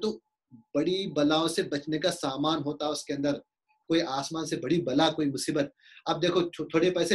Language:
Urdu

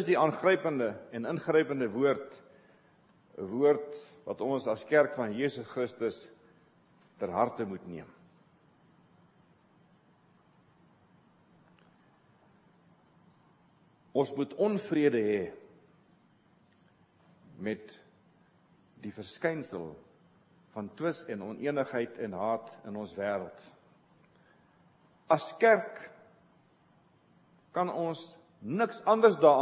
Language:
Afrikaans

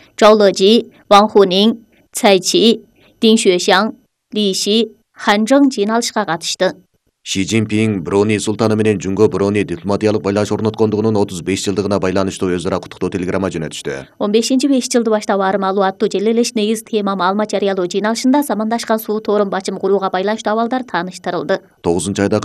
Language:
Kyrgyz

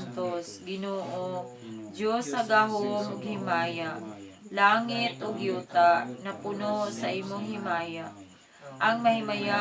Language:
Cebuano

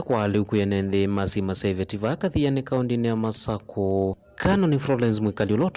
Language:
Kamba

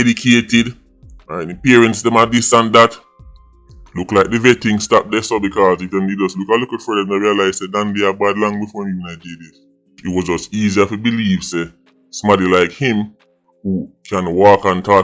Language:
Jamaican Creole English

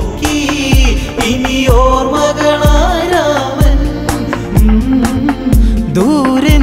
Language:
Malayalam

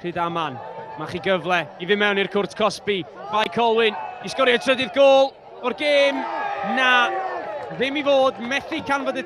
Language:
Welsh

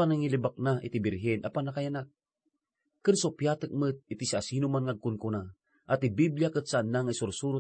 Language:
Iloko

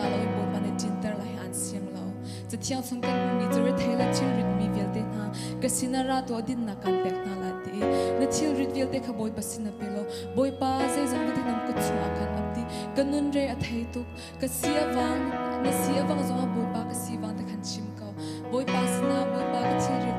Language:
Hakha Chin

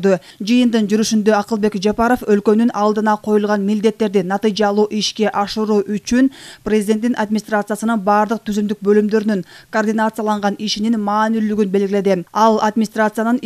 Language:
Kyrgyz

